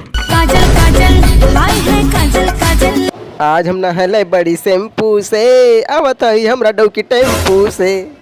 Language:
Chhattisgarhi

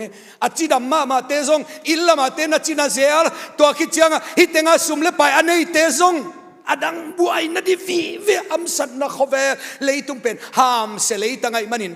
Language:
Tedim Chin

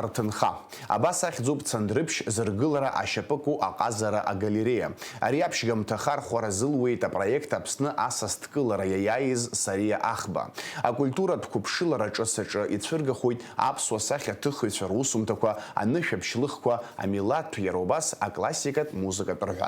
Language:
Abkhazian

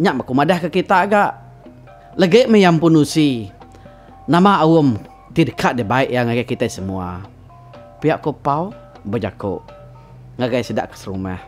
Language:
Iban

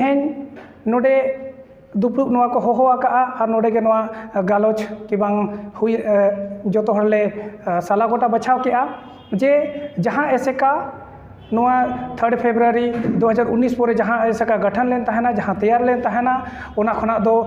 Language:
Santali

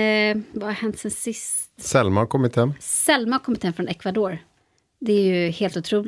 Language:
Swedish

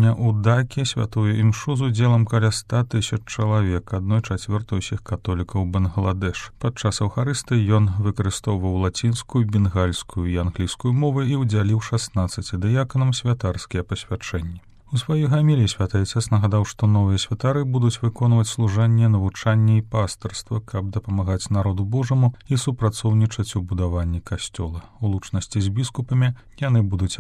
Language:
Belarusian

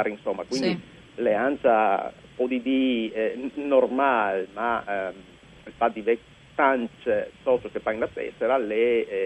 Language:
Friulian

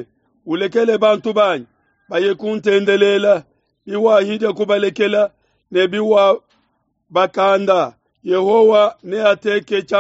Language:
Luba-Lulua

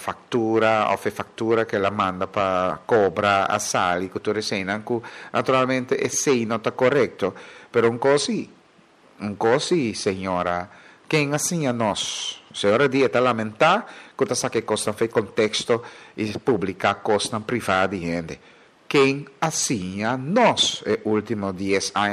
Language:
Papiamento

